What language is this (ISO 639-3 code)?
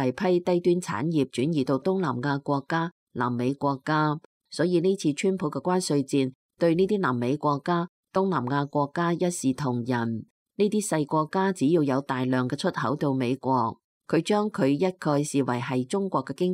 yue